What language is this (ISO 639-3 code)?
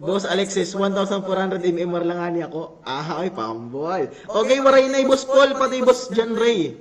war